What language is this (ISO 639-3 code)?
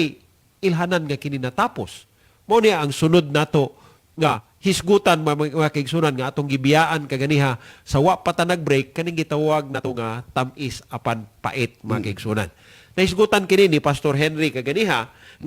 ceb